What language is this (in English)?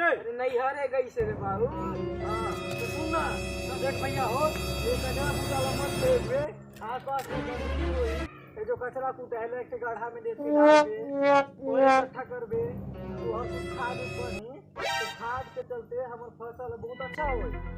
Chhattisgarhi